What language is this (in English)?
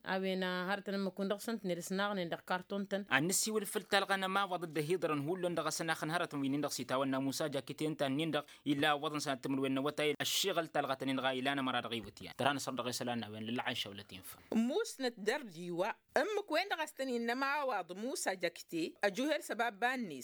Tamasheq